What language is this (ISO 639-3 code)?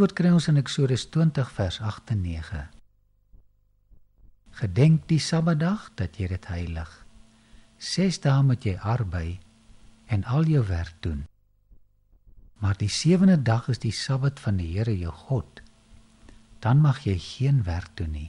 afr